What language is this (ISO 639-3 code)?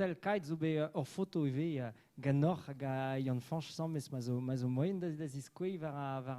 bre